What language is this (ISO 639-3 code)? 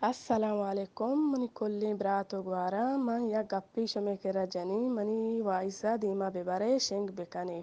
bgp